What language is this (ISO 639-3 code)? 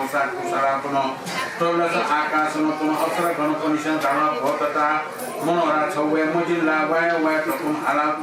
new